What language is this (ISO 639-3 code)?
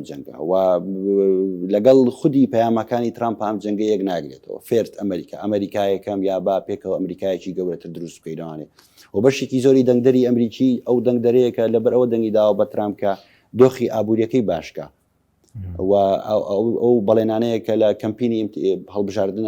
ckb